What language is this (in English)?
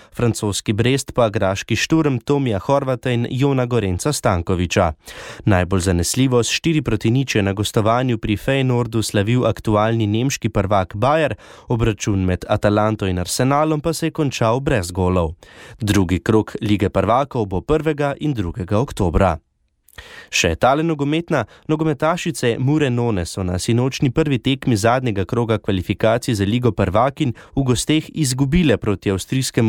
Slovenian